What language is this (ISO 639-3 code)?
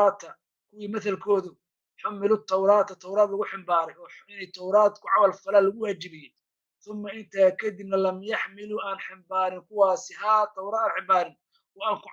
som